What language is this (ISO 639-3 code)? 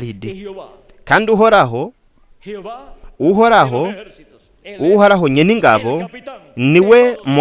run